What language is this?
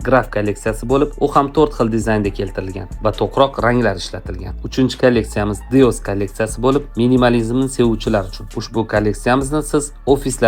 Uzbek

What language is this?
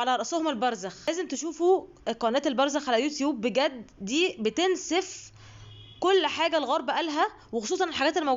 Egyptian Arabic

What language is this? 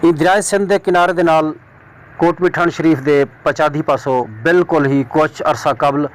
Saraiki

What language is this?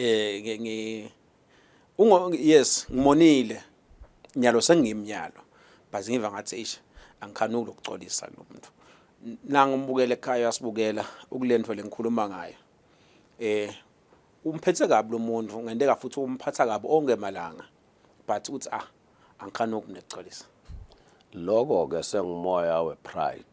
Swati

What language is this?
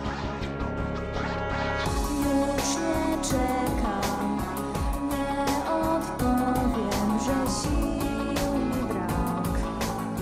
Polish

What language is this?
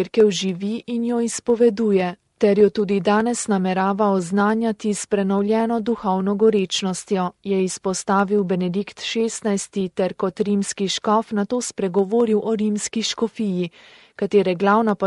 Slovenian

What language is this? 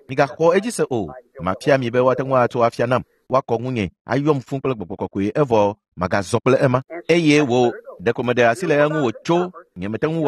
Ewe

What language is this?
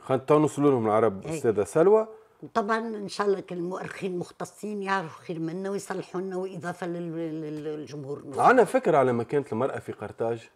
Tunisian Arabic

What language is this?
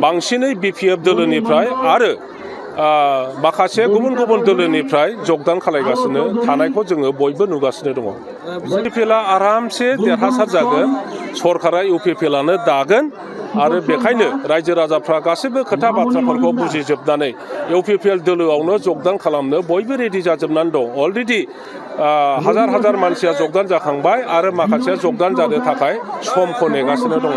Bodo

